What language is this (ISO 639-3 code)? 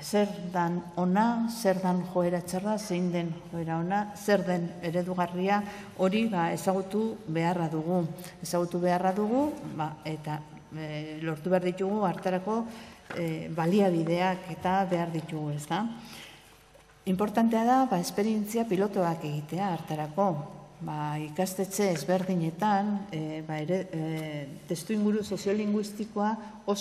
eus